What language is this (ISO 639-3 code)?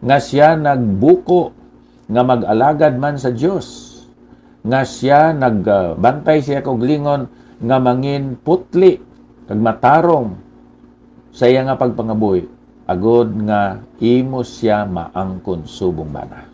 hil